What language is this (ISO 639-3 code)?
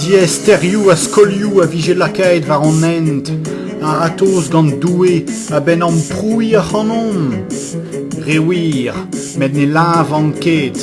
bre